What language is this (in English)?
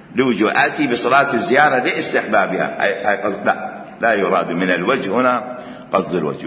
Mesopotamian Arabic